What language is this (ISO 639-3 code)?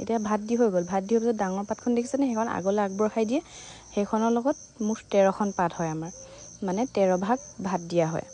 asm